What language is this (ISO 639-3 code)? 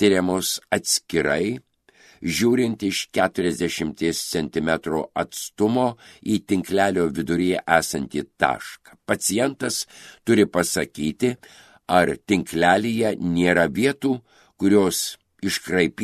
lit